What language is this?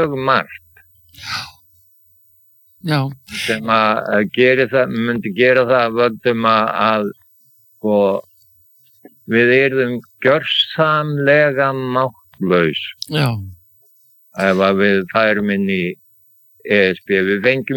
Icelandic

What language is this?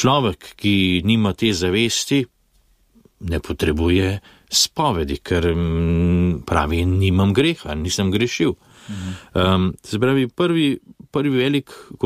Slovenian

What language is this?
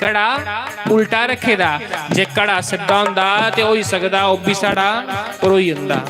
Dogri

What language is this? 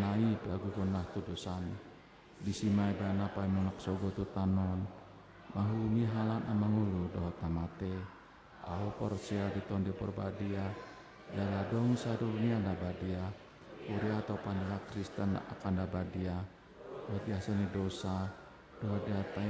Batak Toba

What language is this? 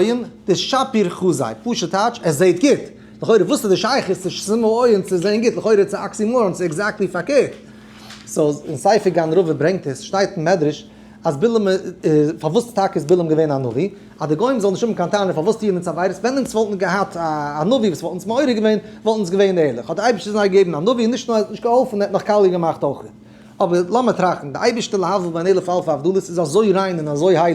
Yiddish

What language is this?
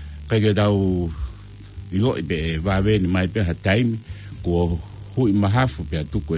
Tongan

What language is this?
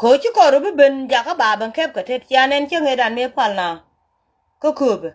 Nuer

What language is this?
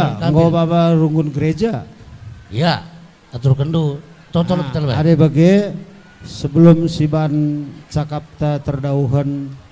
Batak Karo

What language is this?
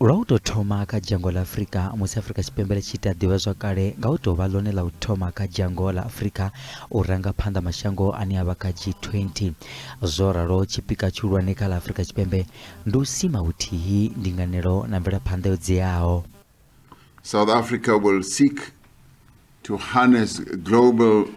Venda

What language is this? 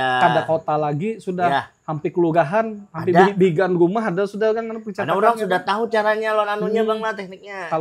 Banjar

